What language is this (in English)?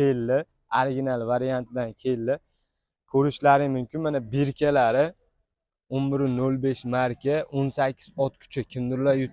Uzbek